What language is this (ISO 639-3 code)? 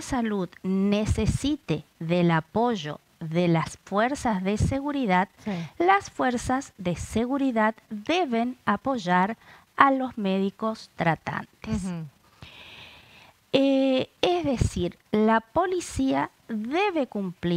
spa